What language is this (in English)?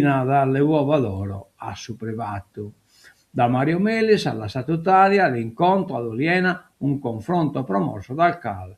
Sardinian